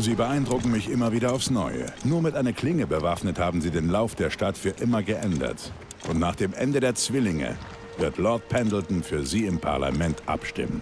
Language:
Bavarian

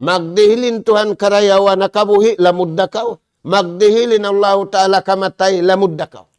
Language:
Tausug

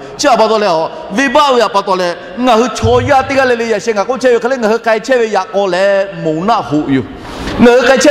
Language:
Lahu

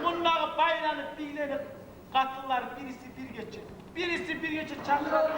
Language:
Kumyk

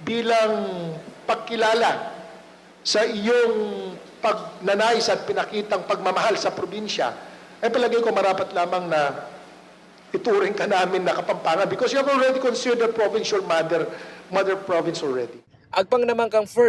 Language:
Pampanga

